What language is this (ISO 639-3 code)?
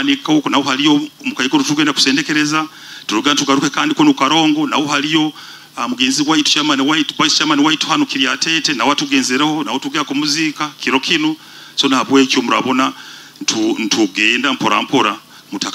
nyo